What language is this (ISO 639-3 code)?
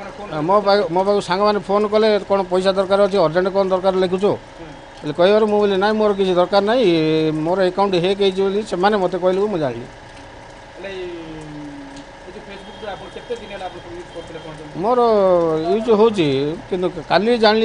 ori